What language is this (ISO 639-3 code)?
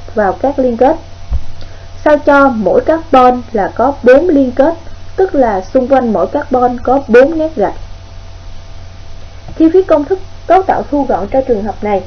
vie